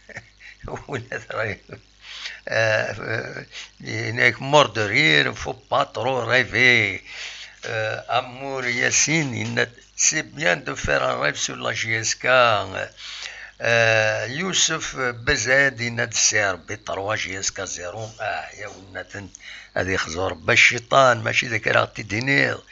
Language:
Kabyle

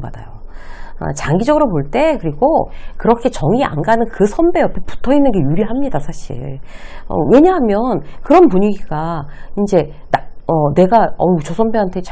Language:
Korean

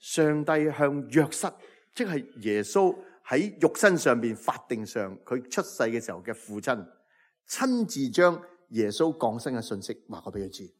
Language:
Cantonese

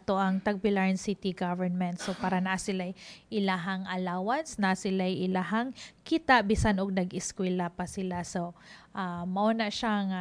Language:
Cebuano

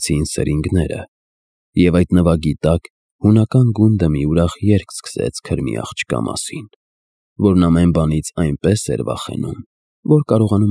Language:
Armenian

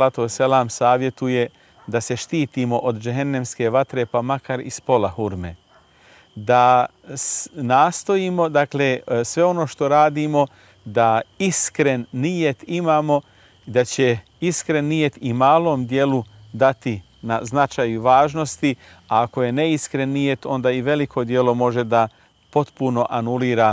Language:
Bosnian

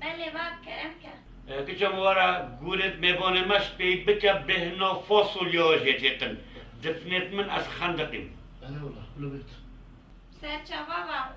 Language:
Kurdish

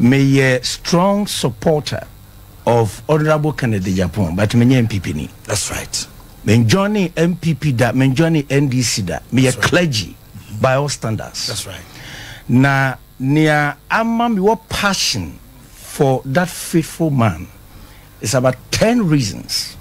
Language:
Akan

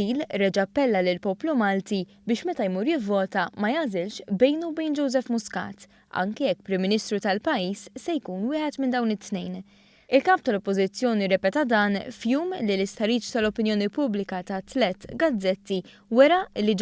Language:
Maltese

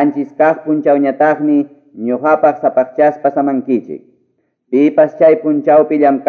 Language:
Quechua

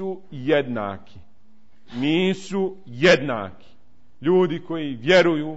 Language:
Bosnian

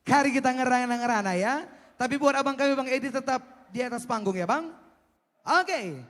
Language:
Batak Karo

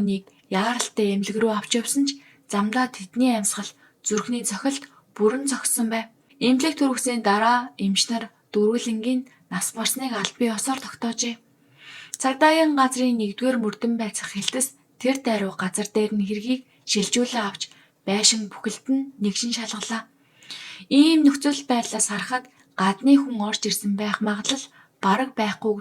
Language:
Mongolian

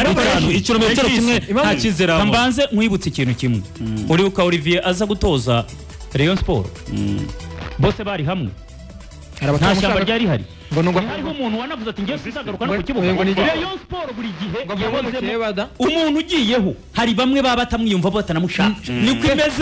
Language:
Kinyarwanda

